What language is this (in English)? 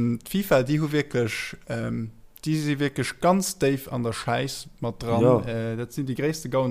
Luxembourgish